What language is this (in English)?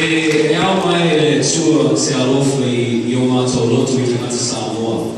Samoan